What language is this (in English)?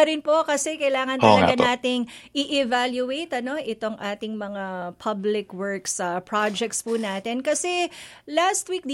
Filipino